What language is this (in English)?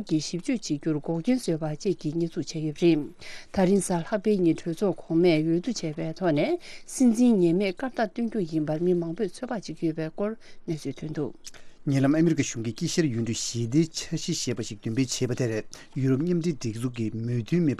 Tibetan